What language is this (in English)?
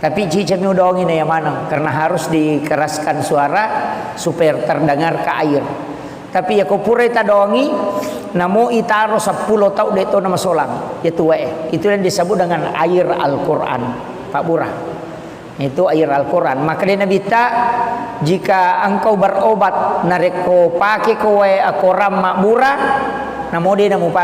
Buginese